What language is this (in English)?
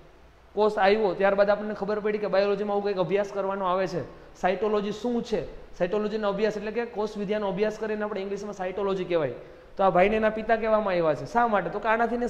Gujarati